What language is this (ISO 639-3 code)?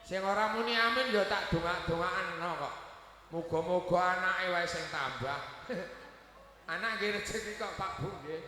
jav